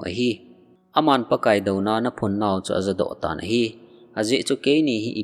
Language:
Thado Chin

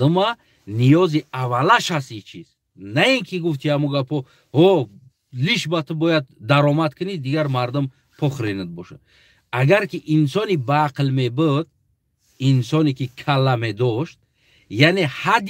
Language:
Tajik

